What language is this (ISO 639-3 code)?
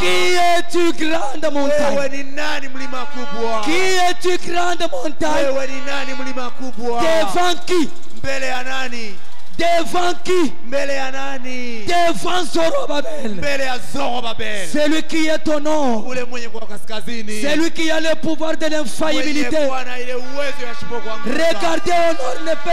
swa